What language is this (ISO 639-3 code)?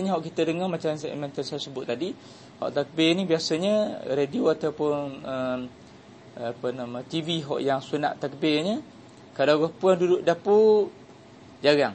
msa